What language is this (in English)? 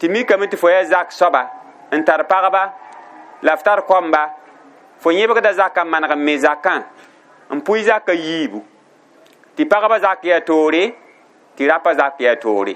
Mossi